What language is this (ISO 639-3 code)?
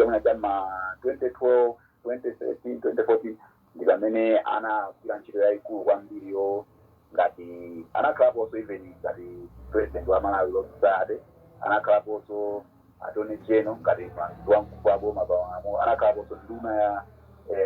nya